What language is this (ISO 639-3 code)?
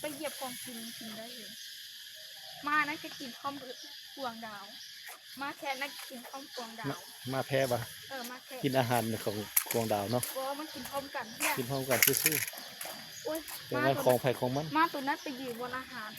lao